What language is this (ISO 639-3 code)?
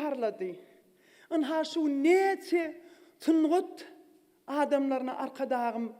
tuk